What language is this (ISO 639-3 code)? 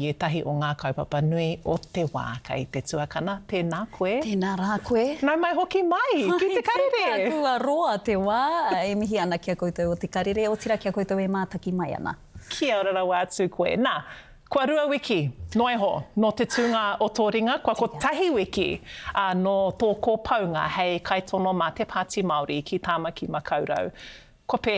mri